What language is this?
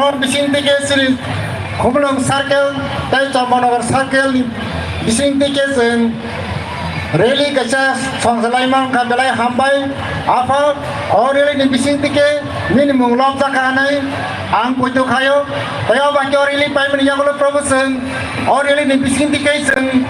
Kok Borok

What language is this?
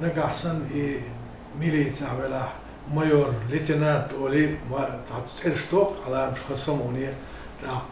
Chechen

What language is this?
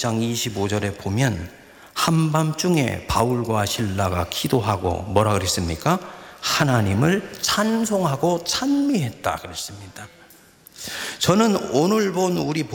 Korean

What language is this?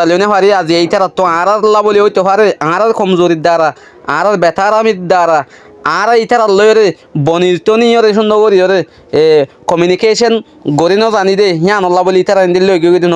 Rohingya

